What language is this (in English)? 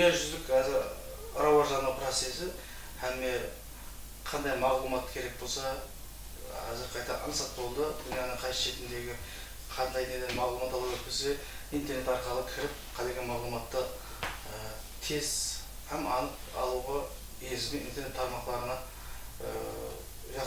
Kara-Kalpak